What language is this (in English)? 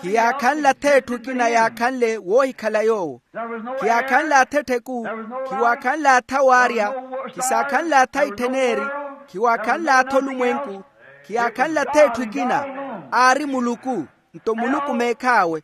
Makhuwa